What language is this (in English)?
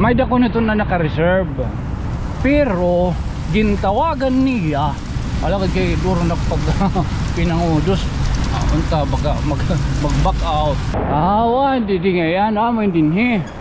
Waray